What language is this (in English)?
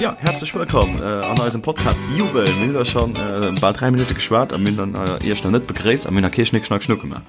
Luxembourgish